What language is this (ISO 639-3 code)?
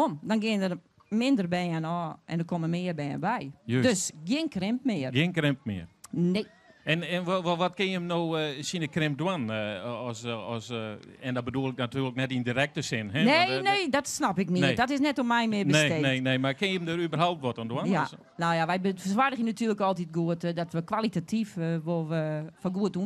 fry